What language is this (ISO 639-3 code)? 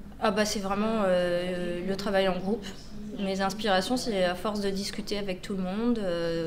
fra